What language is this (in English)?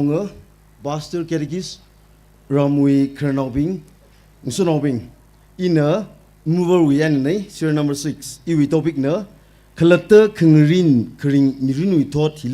Tangkhul Naga (India)